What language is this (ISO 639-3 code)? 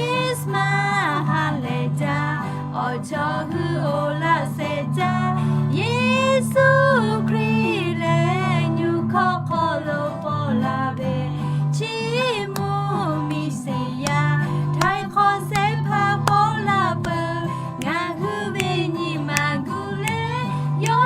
lhu